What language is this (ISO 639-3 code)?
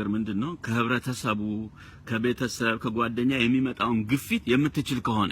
amh